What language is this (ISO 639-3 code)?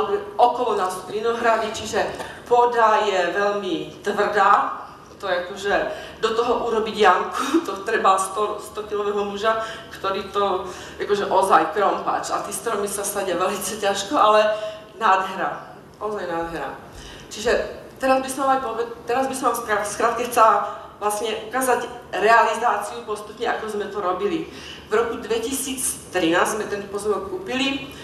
slk